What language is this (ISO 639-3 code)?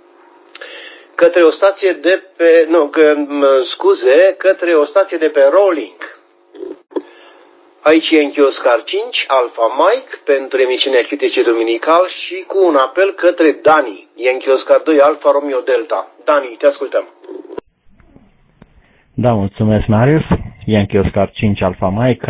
ron